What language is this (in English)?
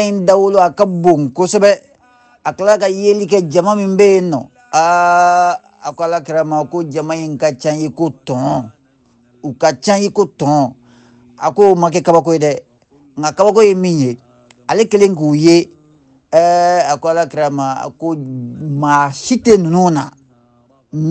Bambara